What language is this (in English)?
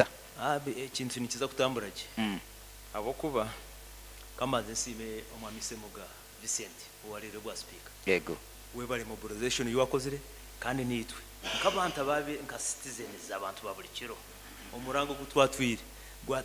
Nyoro